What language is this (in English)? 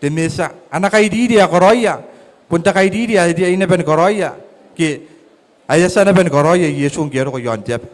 Gilbertese